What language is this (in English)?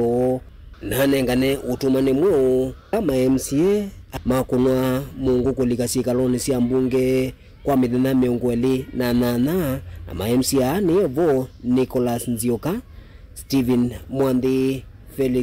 Kamba